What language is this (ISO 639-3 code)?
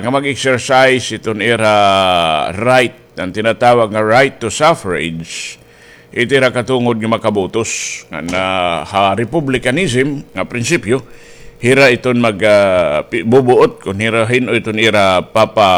war